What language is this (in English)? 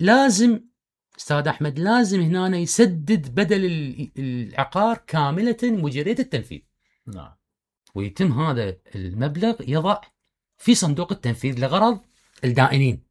Mesopotamian Arabic